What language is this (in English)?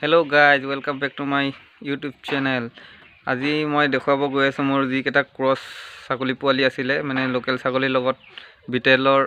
Assamese